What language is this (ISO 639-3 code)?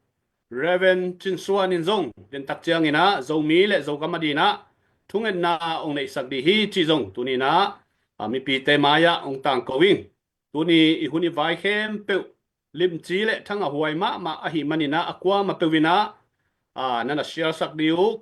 ctd